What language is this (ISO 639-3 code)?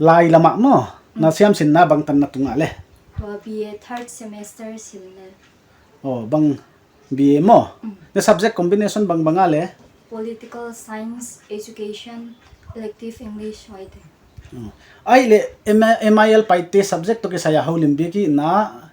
pck